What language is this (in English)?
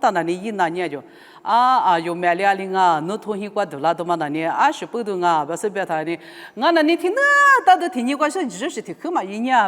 Lisu